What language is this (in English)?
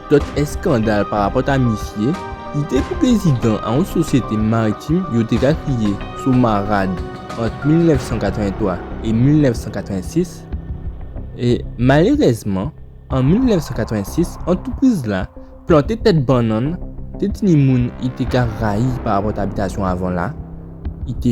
Guadeloupean Creole French